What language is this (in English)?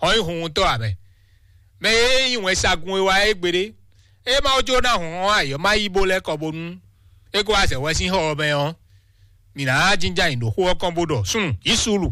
Fon